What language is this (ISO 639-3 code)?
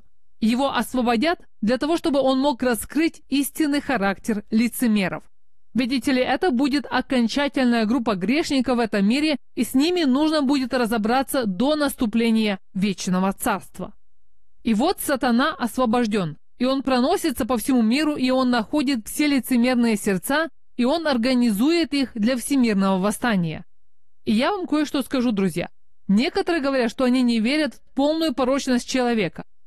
rus